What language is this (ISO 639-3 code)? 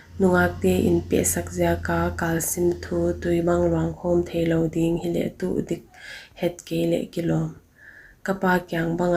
pck